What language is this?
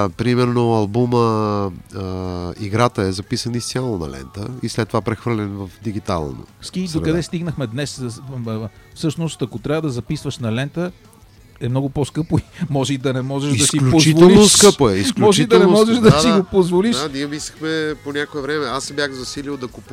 Bulgarian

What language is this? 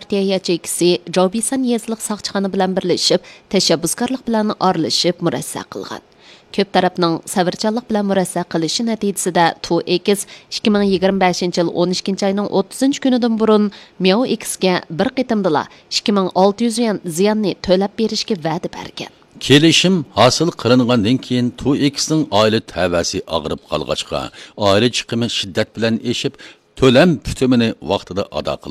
Uyghur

